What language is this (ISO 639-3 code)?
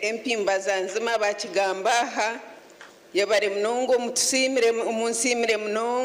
nyn